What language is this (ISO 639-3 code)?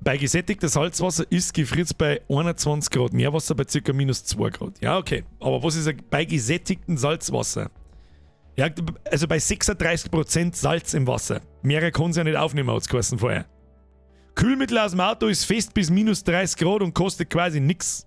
bar